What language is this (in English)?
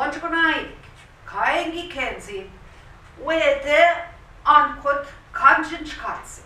Central Ojibwa